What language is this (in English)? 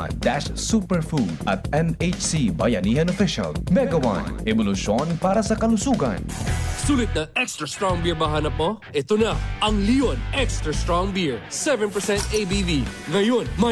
Bikol